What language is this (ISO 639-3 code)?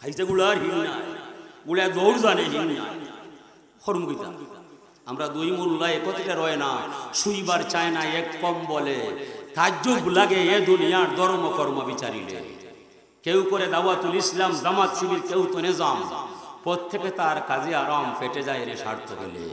syl